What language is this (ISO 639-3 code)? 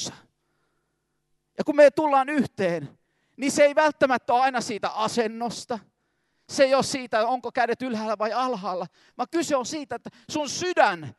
fin